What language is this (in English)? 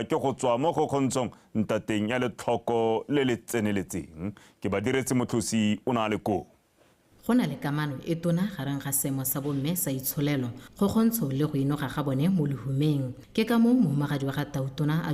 Tswana